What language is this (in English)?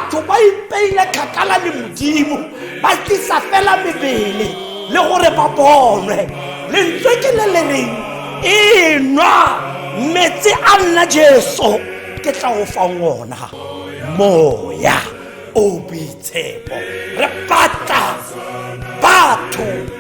Tswana